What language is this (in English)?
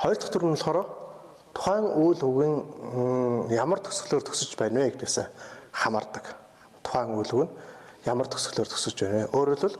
Mongolian